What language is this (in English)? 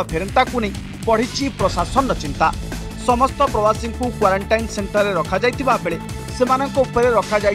Odia